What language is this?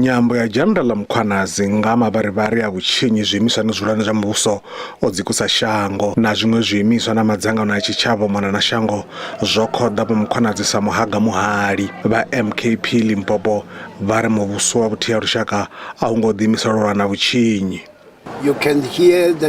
Venda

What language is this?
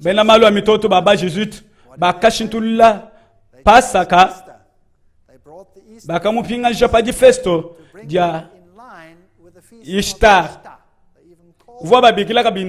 Luba-Lulua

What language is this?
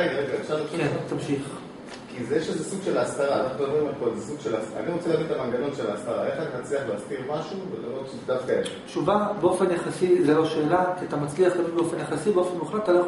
Hebrew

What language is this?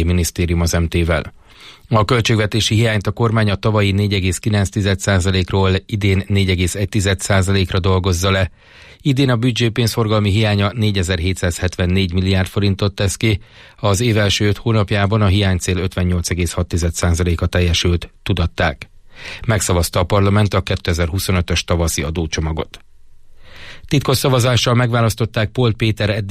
Hungarian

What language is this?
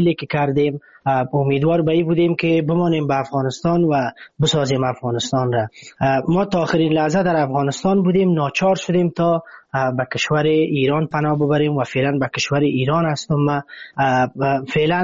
Persian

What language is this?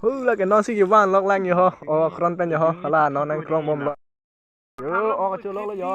Karbi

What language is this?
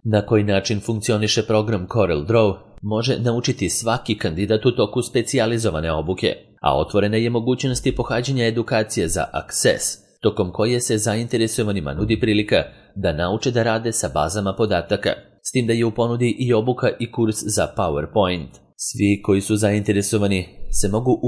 Serbian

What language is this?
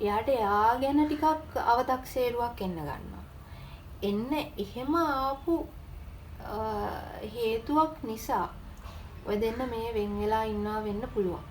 Sinhala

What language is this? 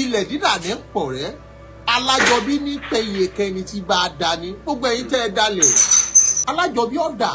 Yoruba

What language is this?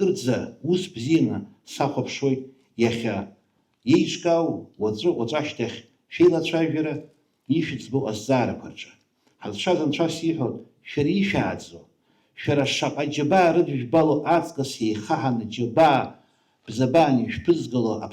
Abkhazian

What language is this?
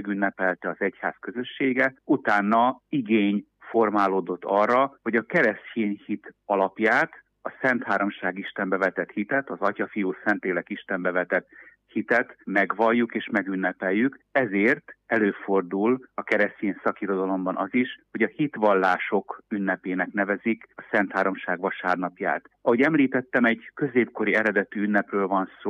Hungarian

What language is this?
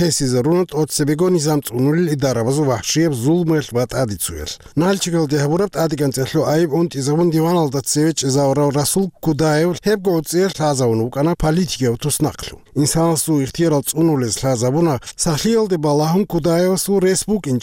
Avaric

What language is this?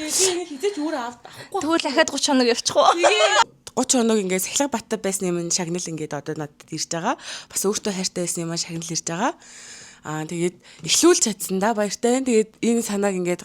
Mongolian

